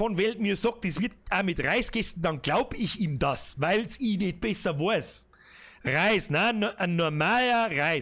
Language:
Bavarian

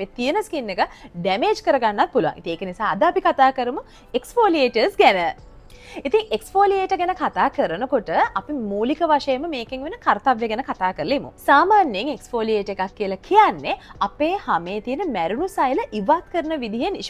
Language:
Sinhala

